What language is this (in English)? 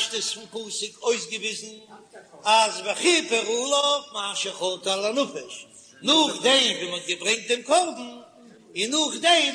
Yiddish